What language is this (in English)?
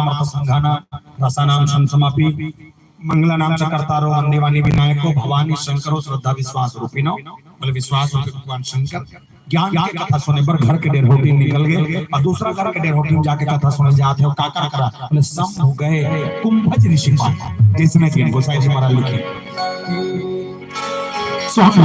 Chhattisgarhi